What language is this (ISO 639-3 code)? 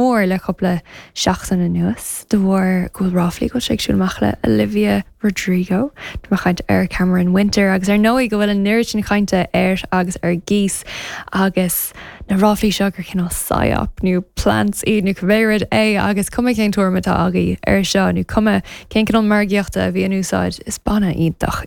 gle